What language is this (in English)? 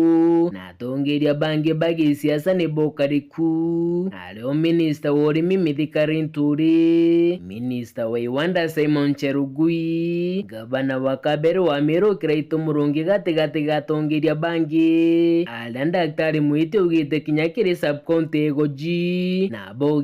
Meru